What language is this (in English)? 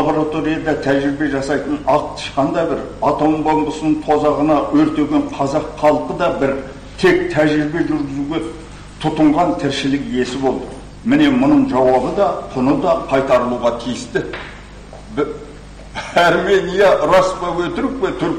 Kazakh